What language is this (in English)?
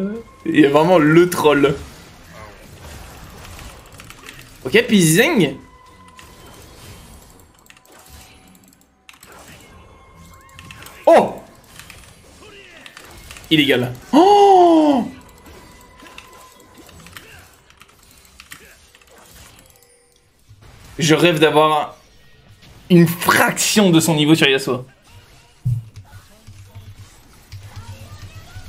French